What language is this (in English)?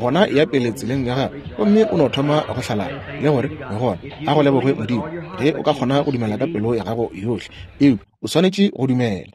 Northern Sotho